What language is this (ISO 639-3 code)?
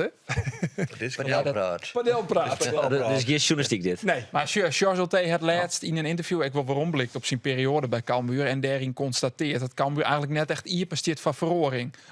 fry